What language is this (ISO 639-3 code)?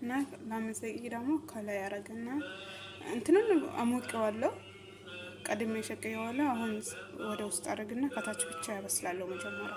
amh